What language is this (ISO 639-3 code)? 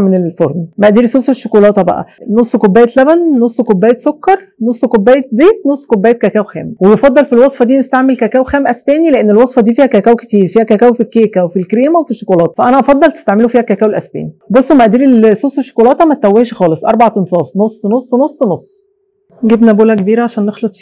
arz